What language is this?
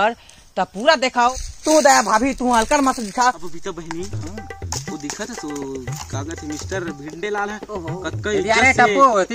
Chhattisgarhi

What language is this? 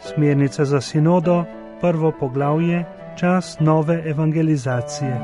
Slovenian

